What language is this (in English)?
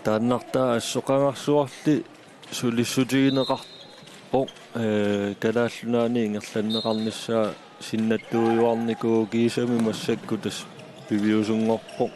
Kalaallisut